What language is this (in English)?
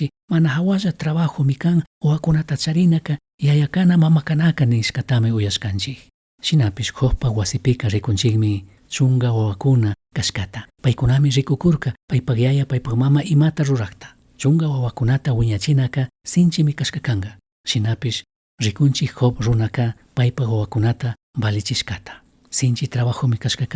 Chimborazo Highland Quichua